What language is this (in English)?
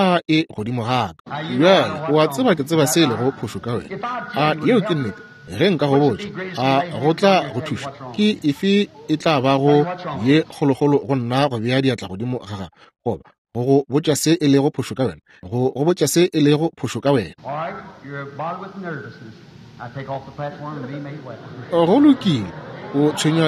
Northern Sotho